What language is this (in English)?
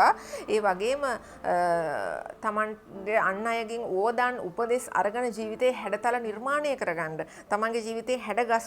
Sinhala